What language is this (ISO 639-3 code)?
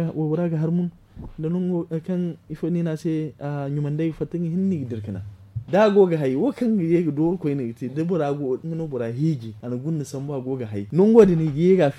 dje